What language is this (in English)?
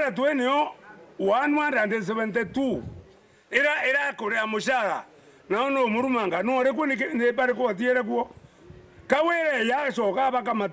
Meru